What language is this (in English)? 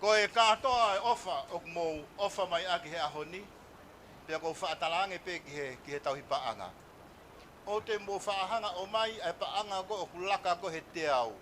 Tongan